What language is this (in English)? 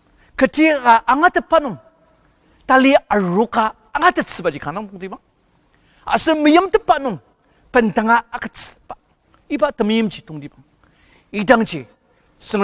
Ao Naga